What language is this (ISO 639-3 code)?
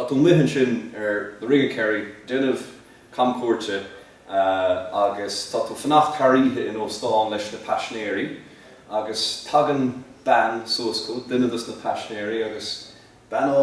gle